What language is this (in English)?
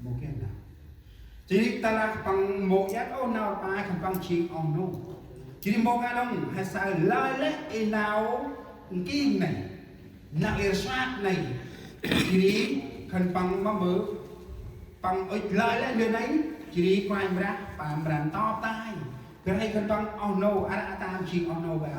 Central Mnong